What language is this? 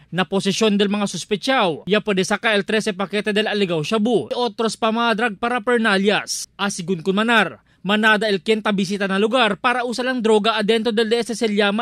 Chavacano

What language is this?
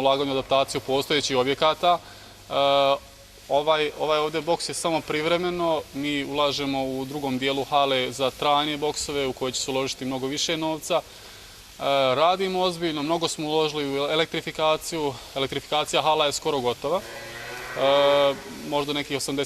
Bosnian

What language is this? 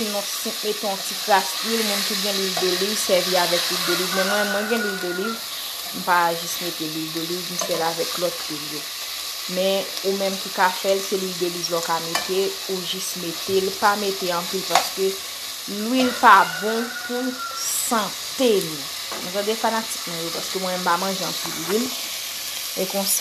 Haitian Creole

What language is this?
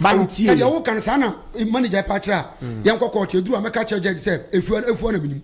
Akan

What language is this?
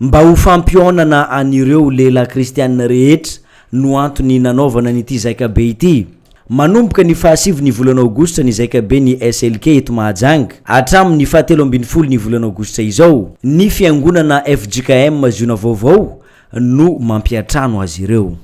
Malagasy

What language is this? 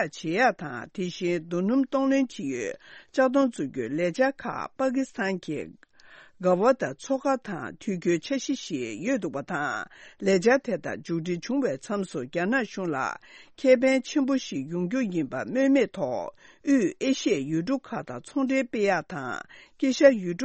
Tibetan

